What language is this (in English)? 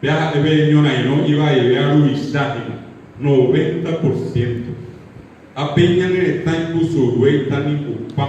Guarani